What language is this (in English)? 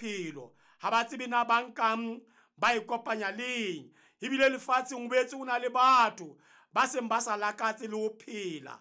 Southern Sotho